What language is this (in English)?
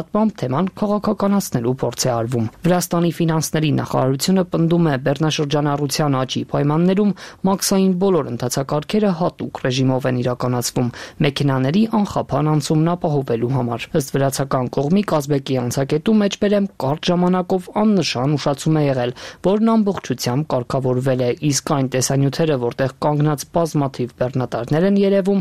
Armenian